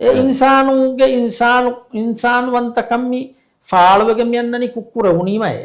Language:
Divehi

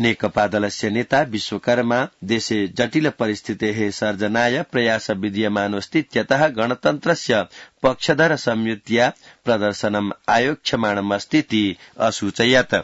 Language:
Sanskrit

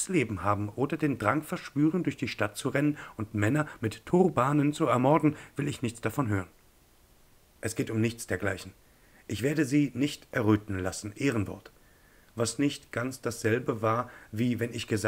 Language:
German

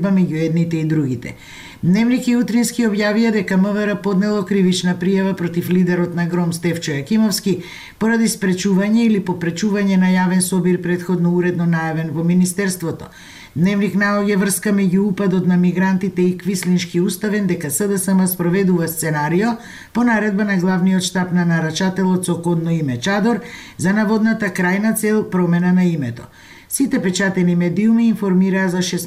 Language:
Macedonian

